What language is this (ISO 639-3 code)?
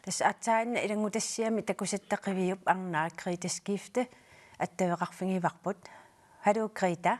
kal